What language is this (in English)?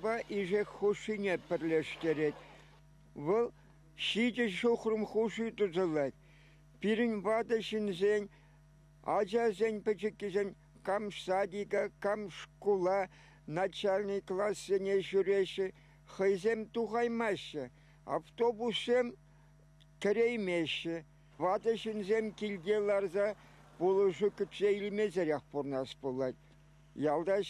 Chuvash